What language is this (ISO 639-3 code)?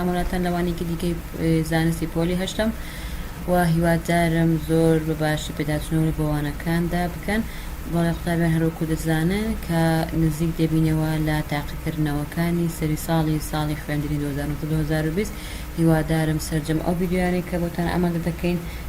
ckb